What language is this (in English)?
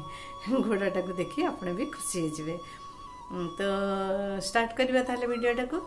Odia